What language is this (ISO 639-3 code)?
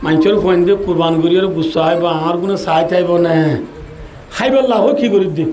rhg